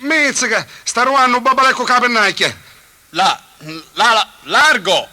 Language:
Neapolitan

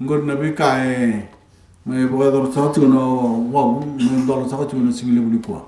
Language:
Fijian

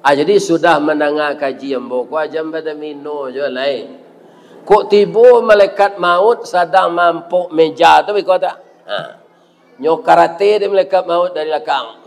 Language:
Minangkabau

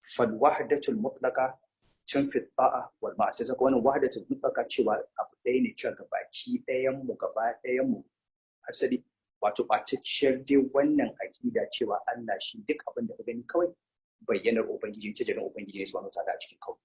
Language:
Hausa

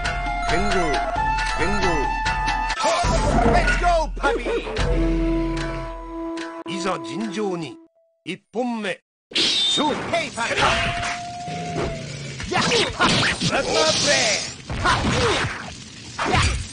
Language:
Japanese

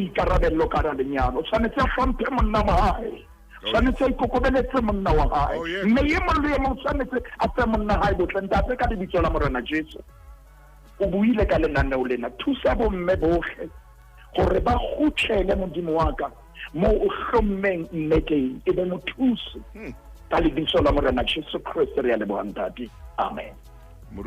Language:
Southern Sotho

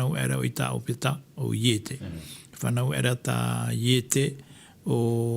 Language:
Tahitian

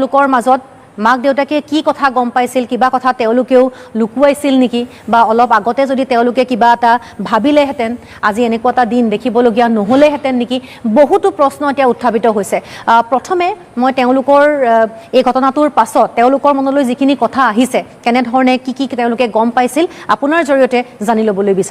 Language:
Assamese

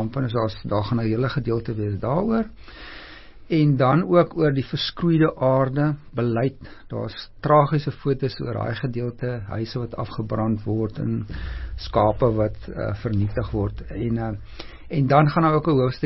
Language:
Afrikaans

